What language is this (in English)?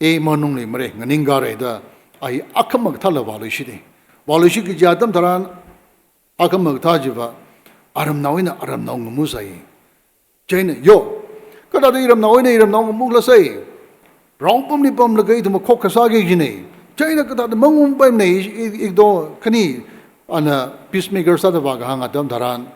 Tangkhul Naga (India)